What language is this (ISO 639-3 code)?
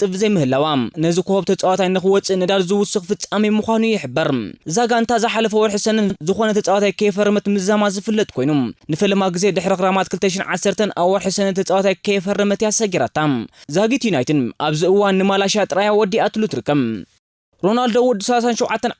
tir